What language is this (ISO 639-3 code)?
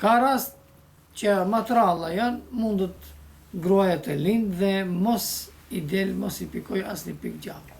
sqi